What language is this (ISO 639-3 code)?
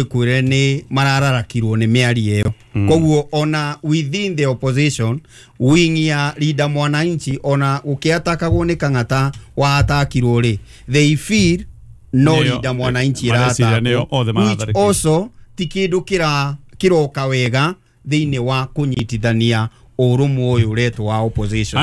kik